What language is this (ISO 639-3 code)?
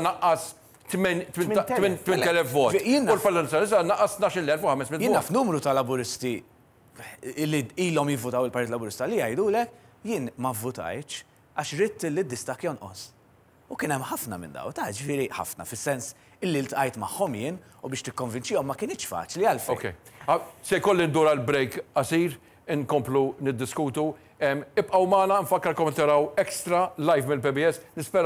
mlt